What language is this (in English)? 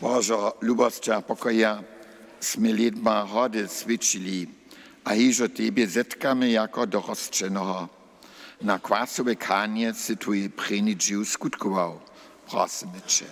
Upper Sorbian